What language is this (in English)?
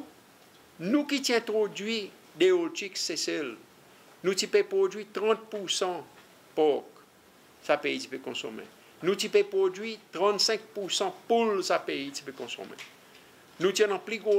Seselwa Creole French